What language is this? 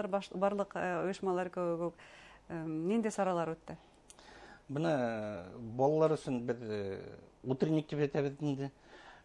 Bashkir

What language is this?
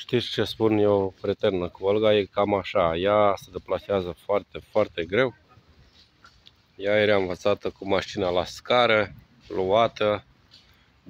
Romanian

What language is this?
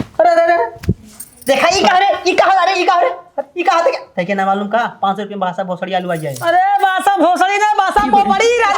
Awadhi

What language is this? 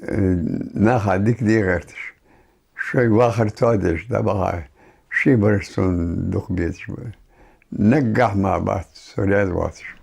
Ingush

